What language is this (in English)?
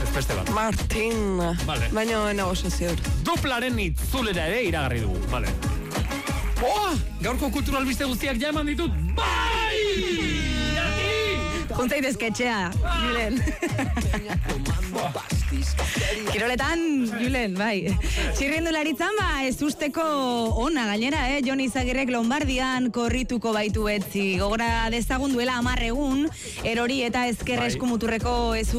Basque